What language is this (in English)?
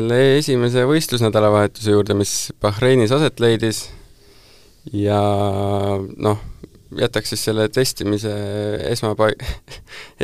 Estonian